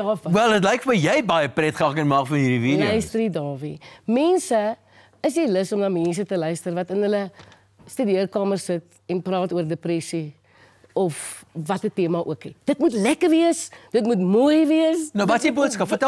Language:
Afrikaans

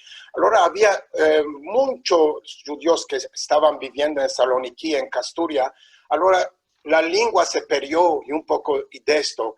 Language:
Ladino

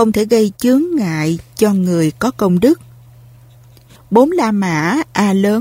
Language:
Vietnamese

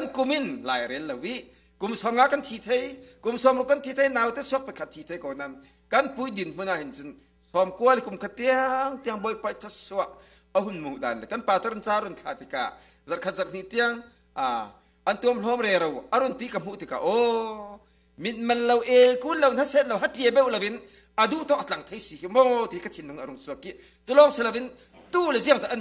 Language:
Falam Chin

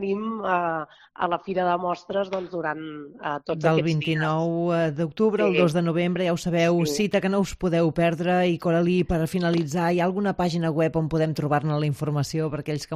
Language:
Catalan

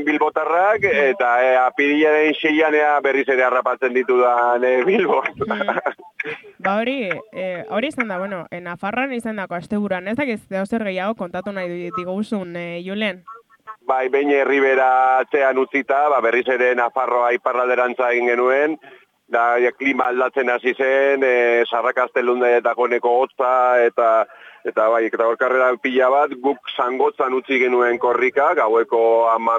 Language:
Basque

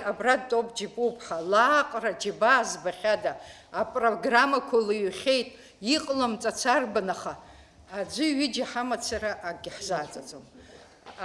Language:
Abkhazian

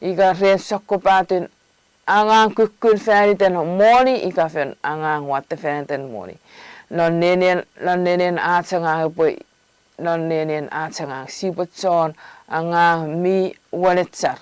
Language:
Chuukese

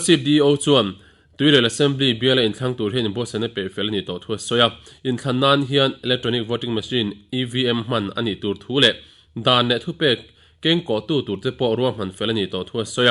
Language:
Mizo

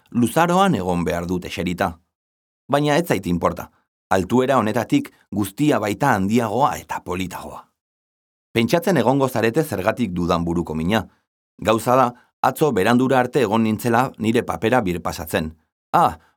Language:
Basque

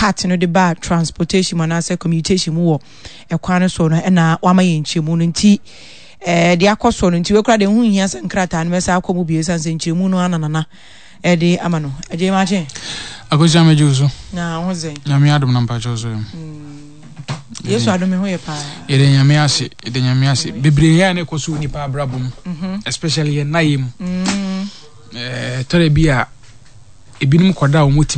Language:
Akan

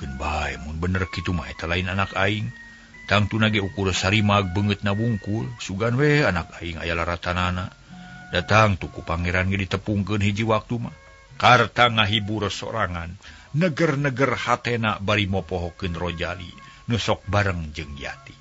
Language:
Sundanese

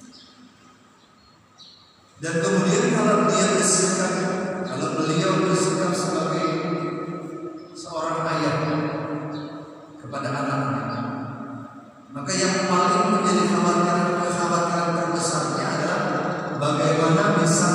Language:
Indonesian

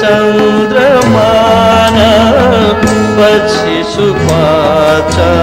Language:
Newari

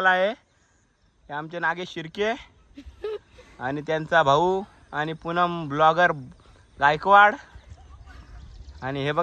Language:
Marathi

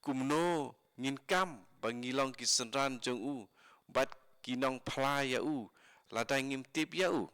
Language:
Khasi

